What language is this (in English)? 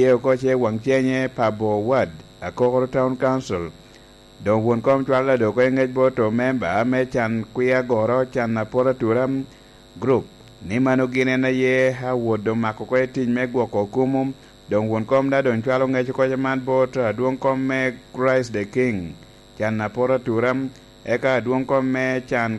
Lango (Uganda)